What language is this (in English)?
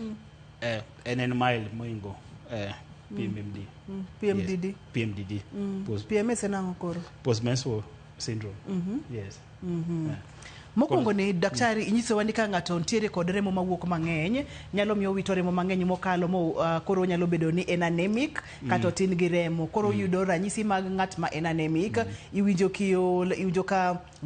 Luo (Kenya and Tanzania)